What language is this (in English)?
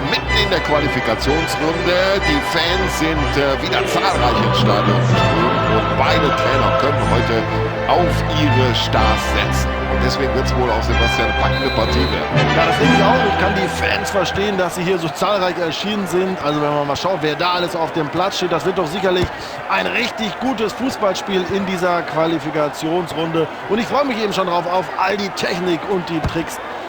Bavarian